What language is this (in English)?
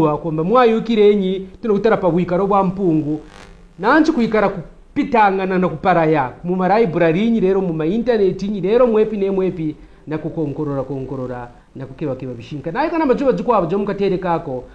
Kaonde